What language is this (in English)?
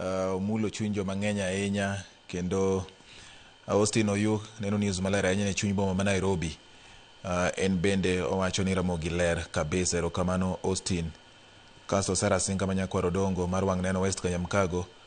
Luo (Kenya and Tanzania)